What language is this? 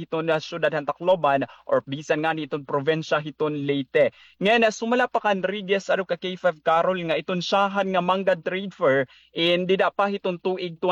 Waray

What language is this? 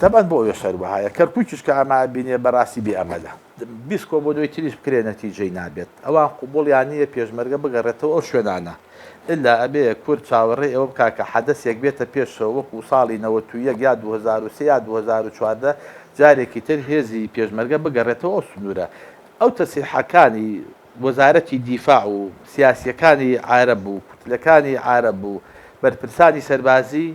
Central Kurdish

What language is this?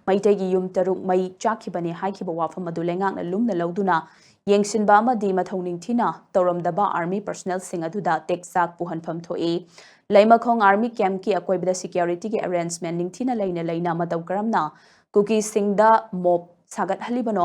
Manipuri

